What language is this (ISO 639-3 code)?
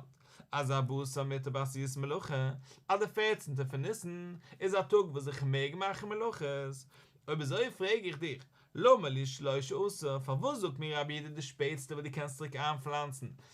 yid